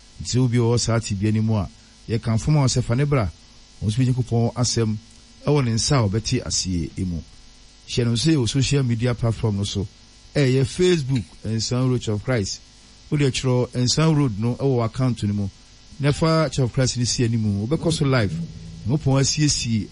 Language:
Akan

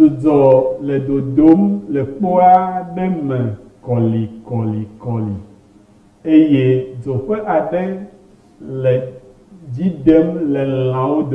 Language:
Ewe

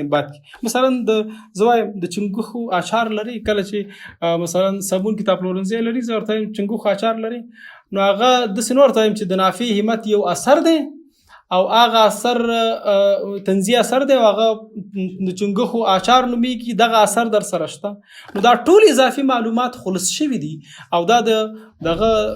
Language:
Pashto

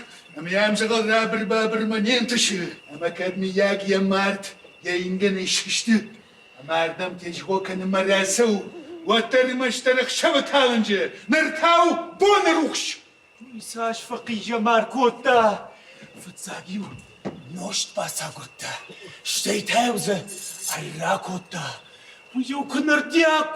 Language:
Ossetic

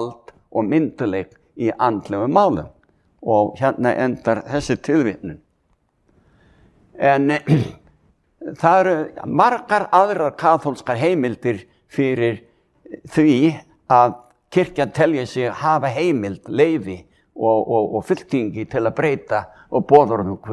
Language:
Icelandic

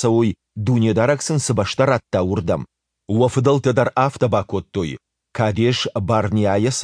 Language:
Ossetic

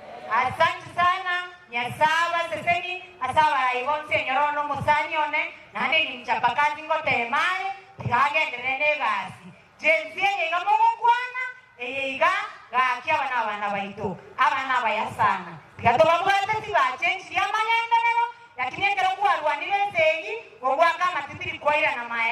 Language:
Gusii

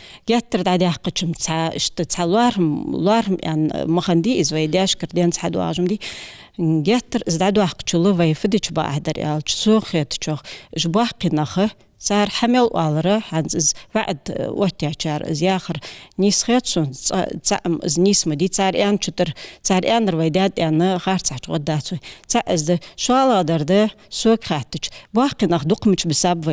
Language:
Ingush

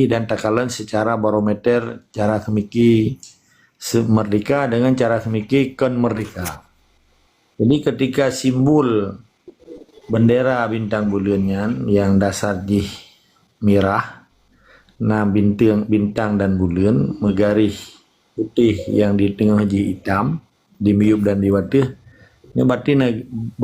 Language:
Achinese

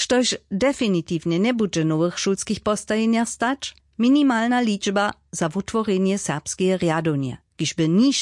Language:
Upper Sorbian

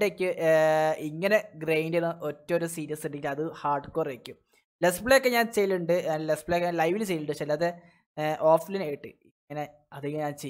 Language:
Malayalam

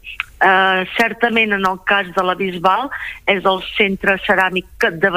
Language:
Catalan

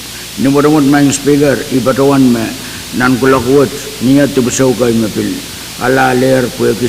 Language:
Pohnpeian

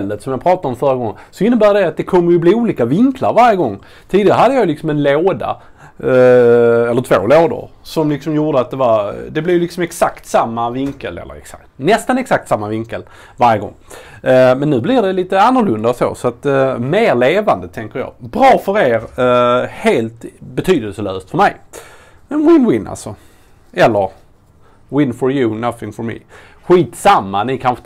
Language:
Swedish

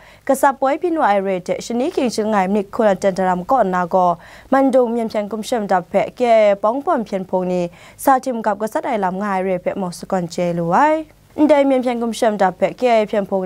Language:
Kachin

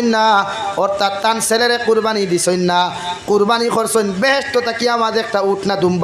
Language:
Sylheti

